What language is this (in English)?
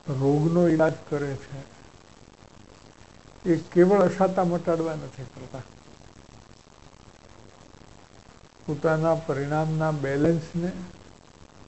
Gujarati